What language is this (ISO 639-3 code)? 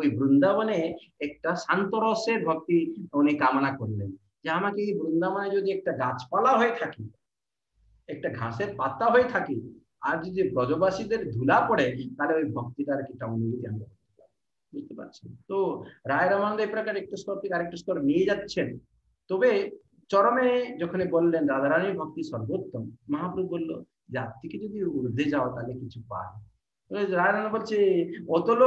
ben